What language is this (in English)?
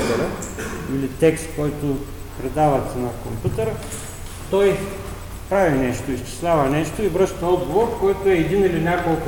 Bulgarian